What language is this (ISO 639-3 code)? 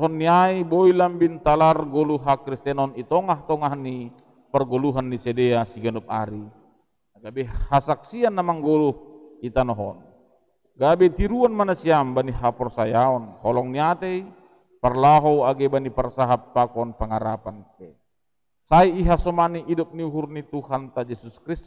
bts